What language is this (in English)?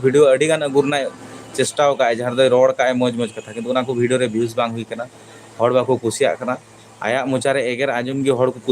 Santali